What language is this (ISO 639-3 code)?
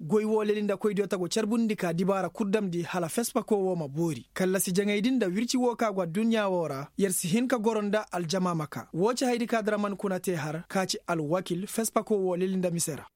ses